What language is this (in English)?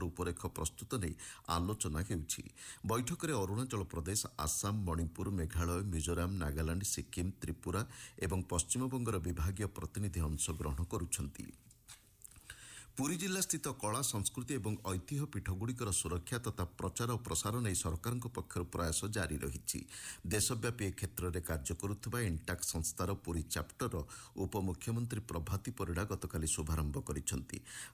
Odia